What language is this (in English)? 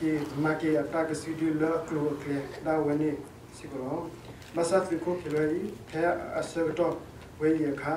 S'gaw Karen